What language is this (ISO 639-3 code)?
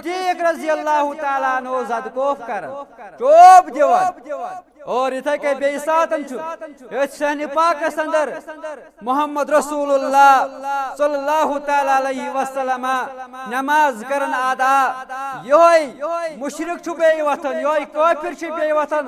kas